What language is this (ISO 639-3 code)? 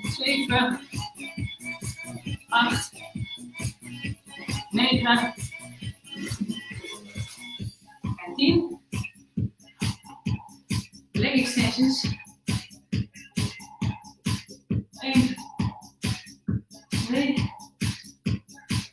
nld